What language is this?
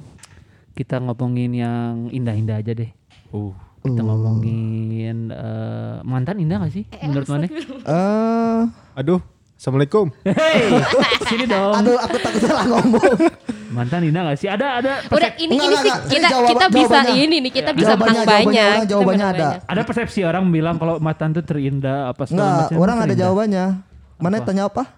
Indonesian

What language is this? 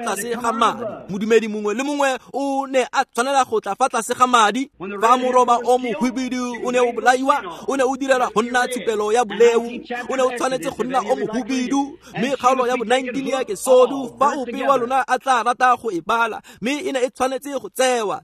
Tswana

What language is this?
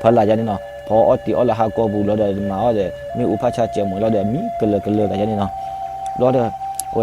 S'gaw Karen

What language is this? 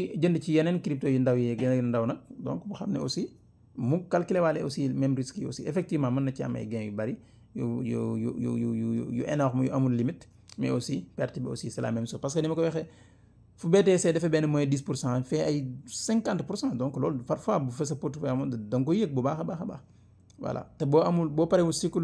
Wolof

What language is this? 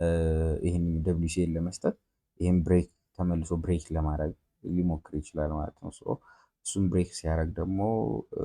Amharic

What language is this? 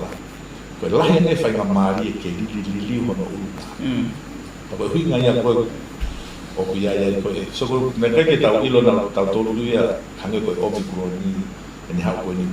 Tongan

